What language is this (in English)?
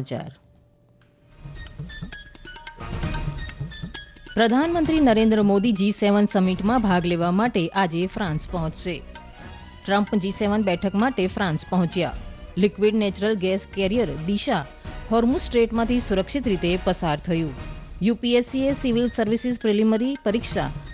Gujarati